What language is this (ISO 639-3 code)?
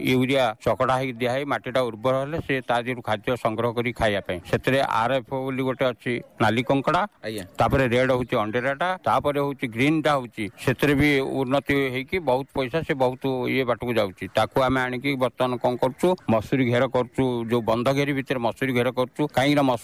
ori